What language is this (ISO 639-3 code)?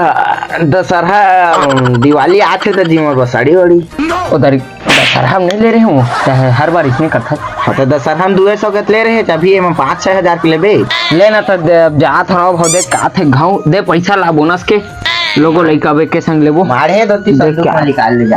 hne